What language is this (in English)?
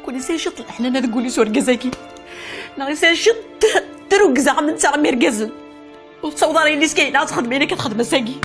Kabyle